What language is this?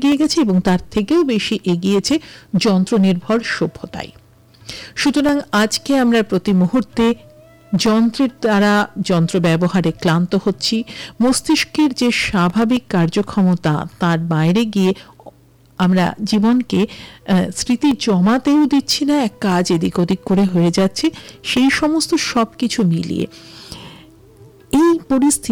Bangla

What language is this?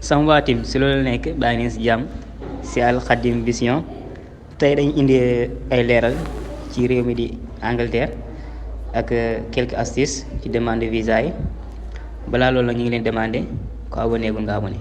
Wolof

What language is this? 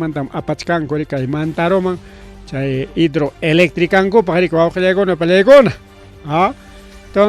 Ayacucho Quechua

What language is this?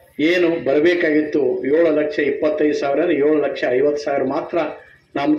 Kannada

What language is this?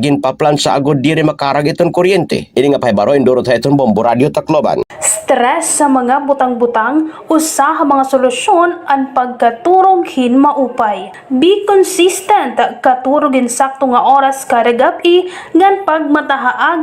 Waray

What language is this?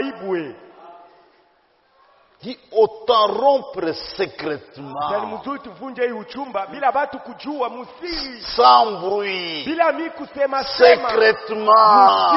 Swahili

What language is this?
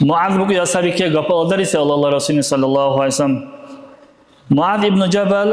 Dargwa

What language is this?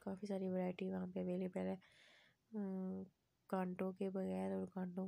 Hindi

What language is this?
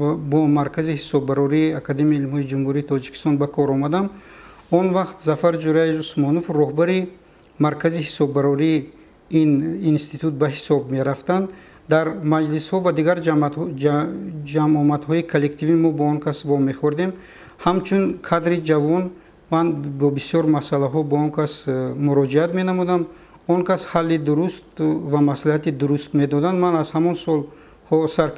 Tajik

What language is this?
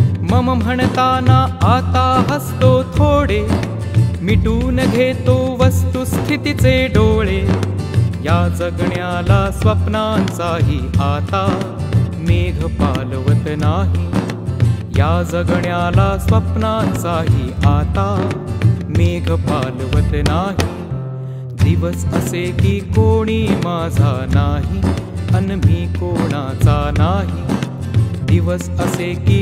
Marathi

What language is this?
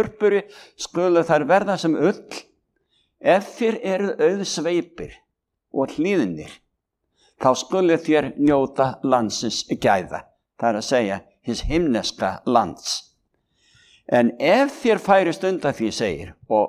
Icelandic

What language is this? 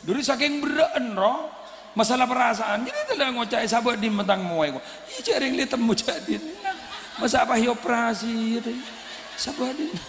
Madurese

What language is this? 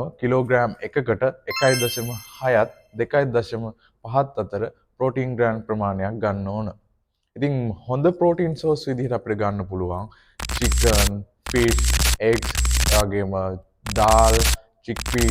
Sinhala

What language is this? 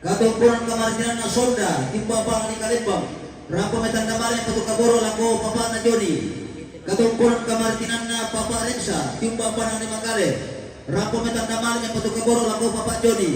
Toraja-Sa'dan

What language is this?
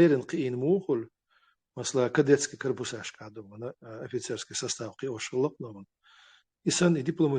Chechen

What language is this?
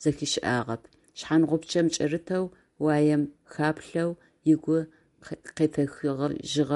Adyghe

